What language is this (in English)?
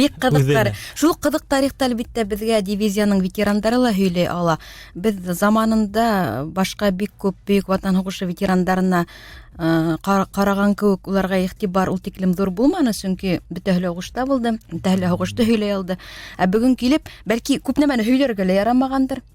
Bashkir